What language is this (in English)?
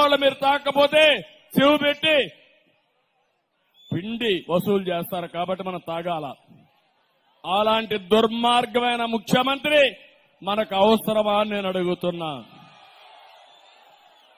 Telugu